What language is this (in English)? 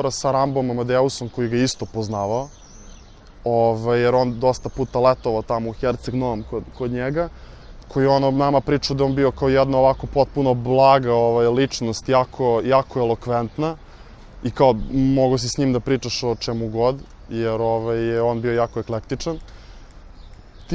Serbian